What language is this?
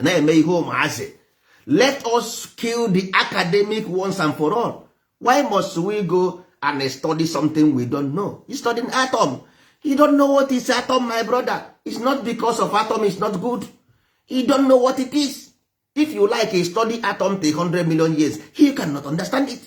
Igbo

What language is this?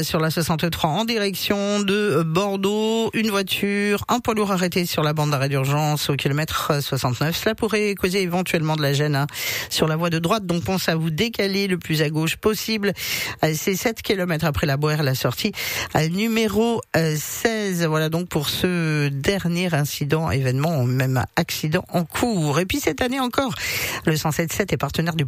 French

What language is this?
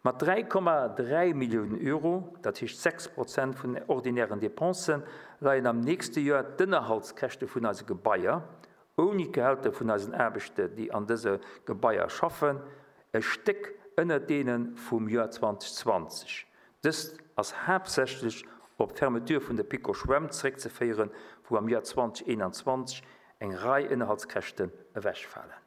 Luxembourgish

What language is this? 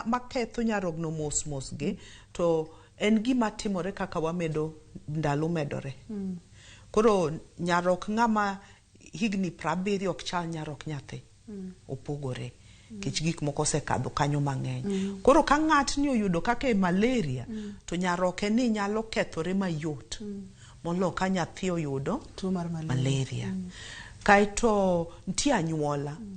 Luo (Kenya and Tanzania)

